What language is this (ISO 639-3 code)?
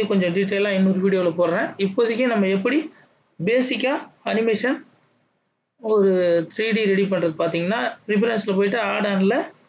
tam